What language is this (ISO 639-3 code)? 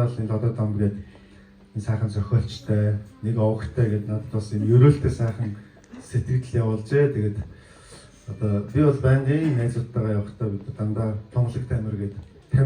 mon